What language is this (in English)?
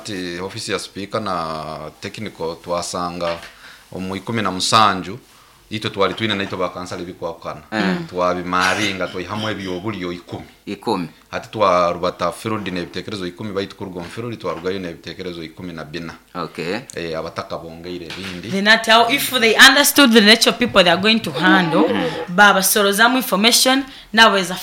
Nyoro